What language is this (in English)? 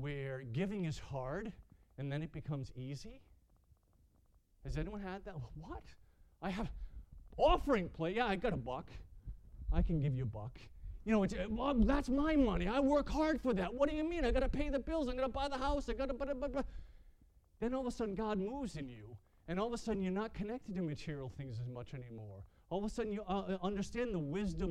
English